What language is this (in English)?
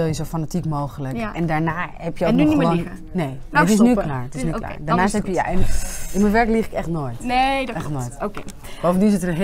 Dutch